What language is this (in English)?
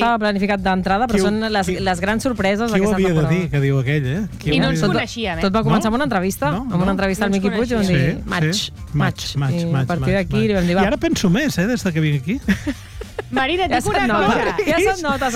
Catalan